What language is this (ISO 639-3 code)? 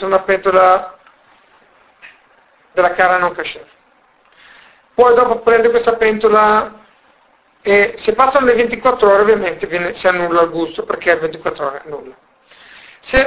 ita